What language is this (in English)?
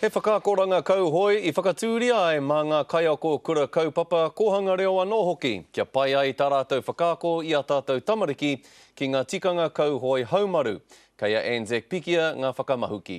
Māori